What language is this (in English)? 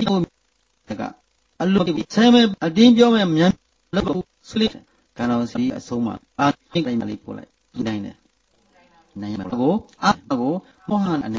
Burmese